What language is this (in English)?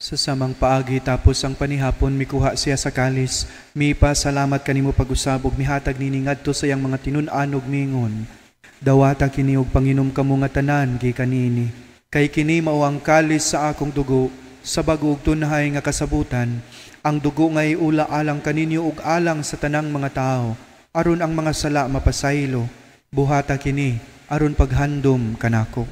Cebuano